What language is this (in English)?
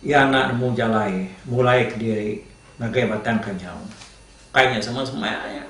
Iban